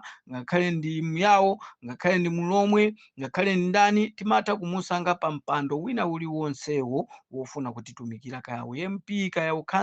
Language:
Nyanja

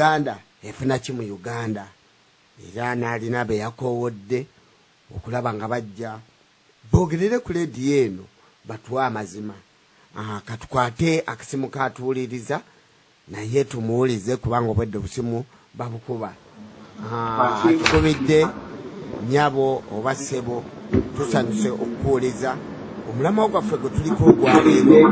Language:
Ganda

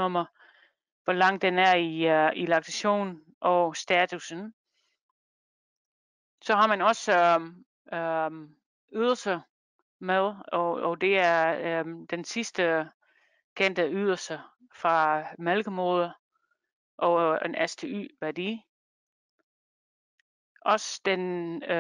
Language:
Danish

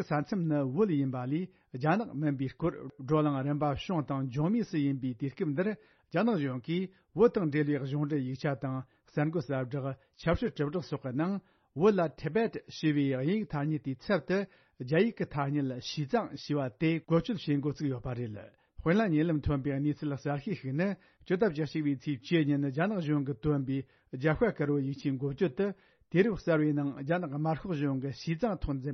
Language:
Tibetan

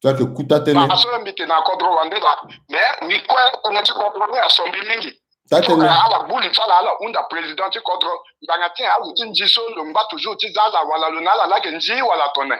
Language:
Sango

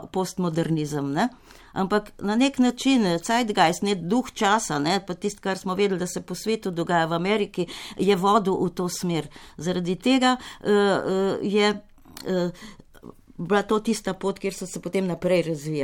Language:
Slovenian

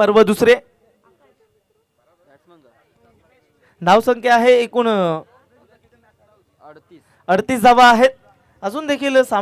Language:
Marathi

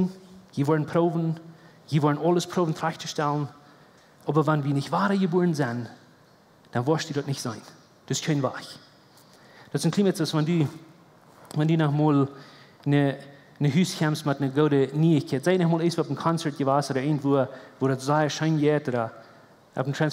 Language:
Plautdietsch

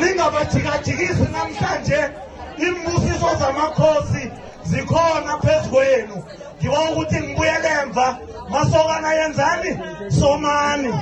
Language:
South Ndebele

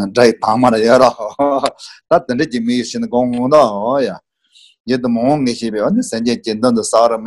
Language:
Tibetan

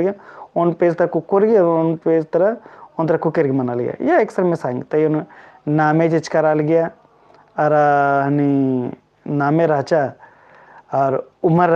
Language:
Kurukh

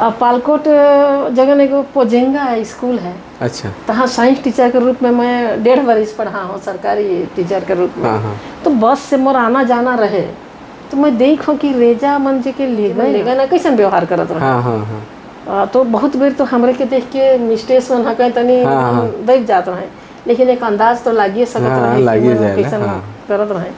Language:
Sadri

